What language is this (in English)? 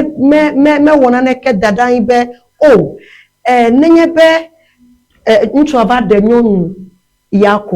Ewe